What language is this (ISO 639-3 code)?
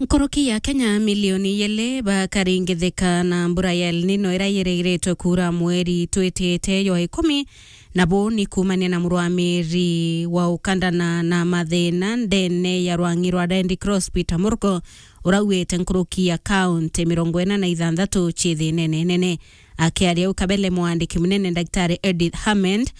mer